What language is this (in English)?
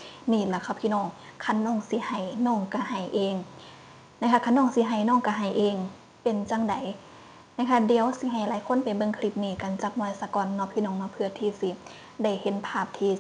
Northeastern Thai